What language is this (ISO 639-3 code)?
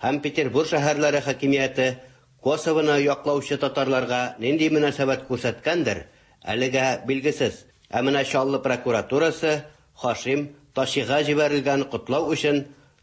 tat